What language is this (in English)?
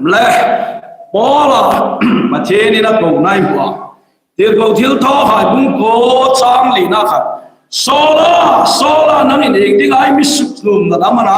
Hmar